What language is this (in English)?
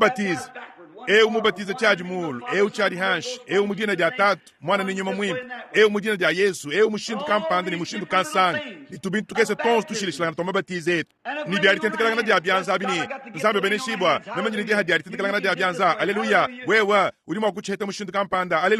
Luba-Lulua